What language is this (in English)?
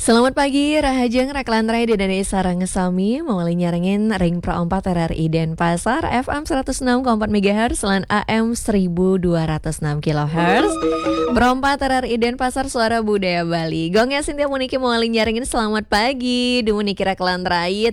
Balinese